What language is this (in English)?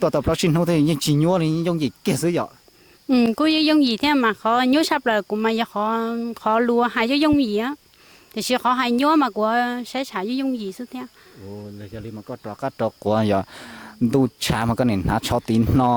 Hmong